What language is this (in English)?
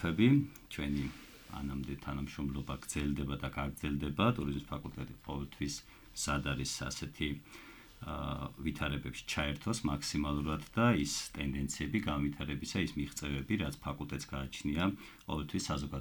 Georgian